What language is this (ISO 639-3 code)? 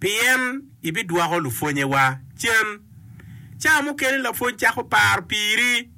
ach